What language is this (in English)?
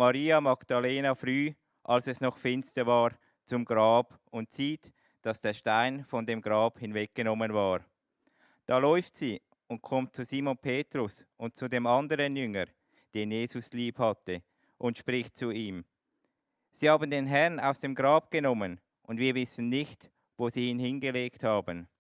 Swiss German